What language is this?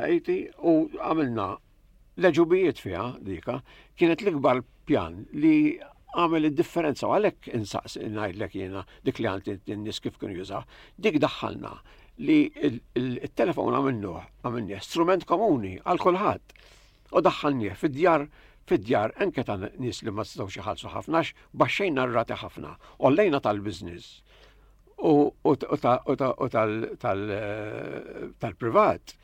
Maltese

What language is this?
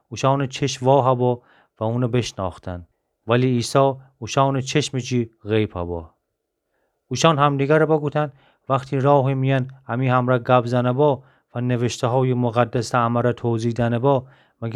Gilaki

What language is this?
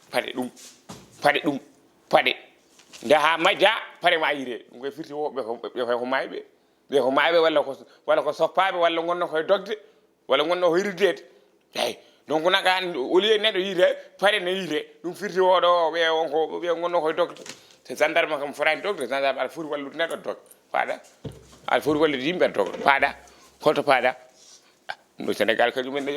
Fula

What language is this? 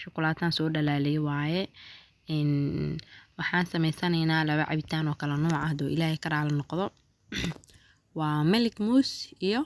Somali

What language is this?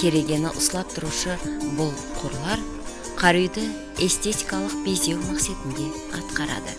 Kara-Kalpak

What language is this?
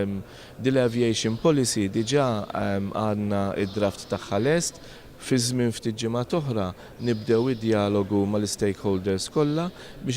Maltese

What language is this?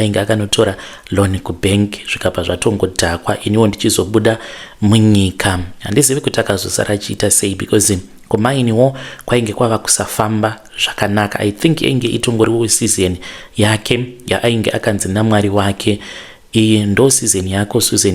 Shona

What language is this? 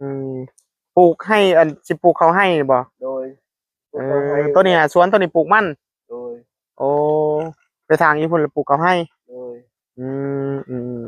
Northeastern Thai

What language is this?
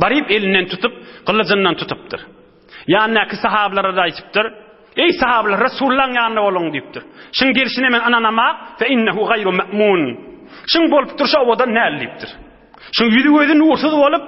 Turkmen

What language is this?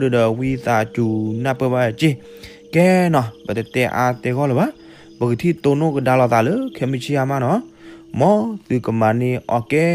S'gaw Karen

